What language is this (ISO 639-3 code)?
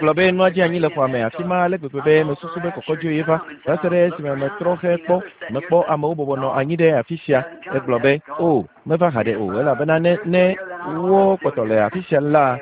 ewe